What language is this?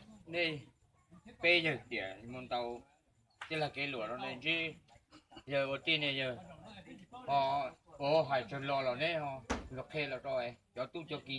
Hmong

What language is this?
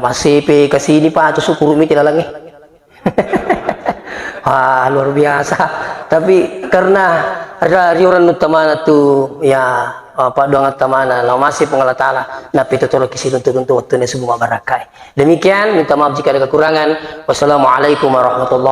Buginese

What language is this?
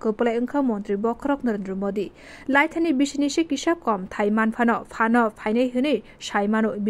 Kok Borok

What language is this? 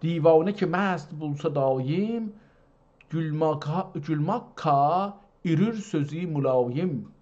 South Azerbaijani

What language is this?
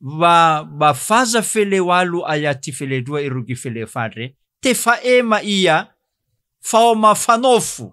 Nias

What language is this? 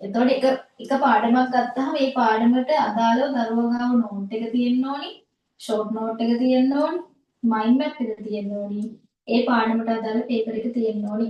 Sinhala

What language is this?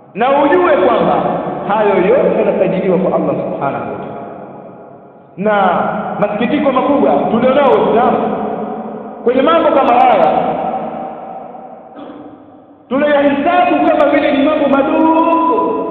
Swahili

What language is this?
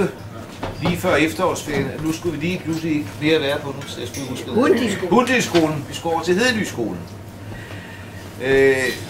Danish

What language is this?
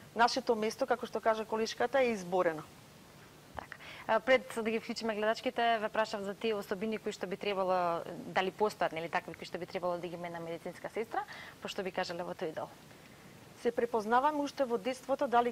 Macedonian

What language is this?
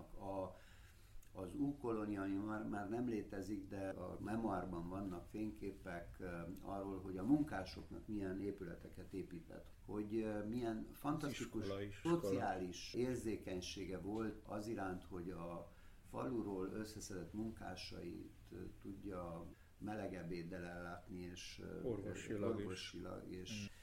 Hungarian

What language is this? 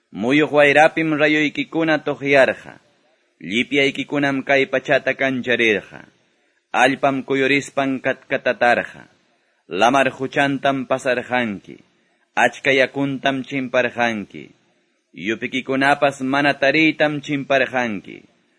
Quechua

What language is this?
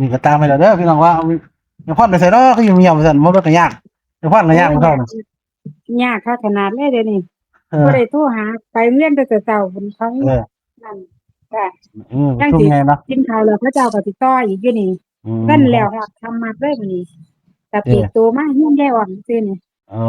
Northeastern Thai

